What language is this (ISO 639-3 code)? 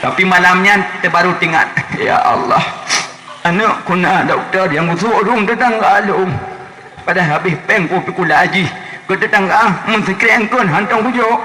ace